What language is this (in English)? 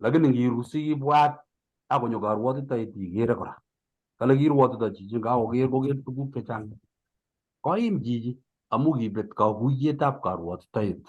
Kalenjin